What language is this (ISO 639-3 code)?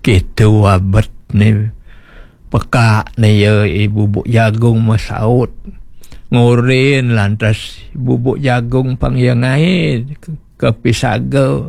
ban